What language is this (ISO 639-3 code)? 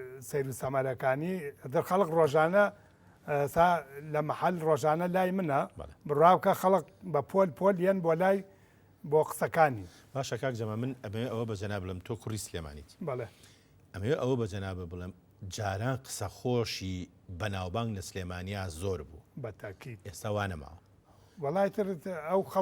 ckb